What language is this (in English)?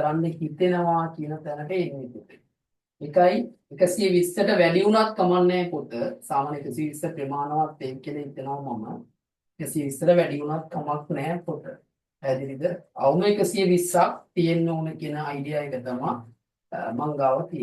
Sinhala